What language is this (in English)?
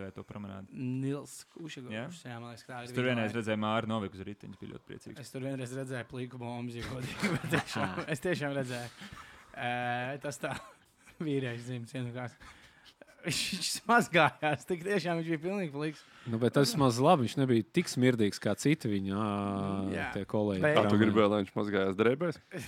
Latvian